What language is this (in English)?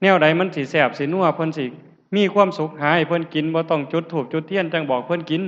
Lao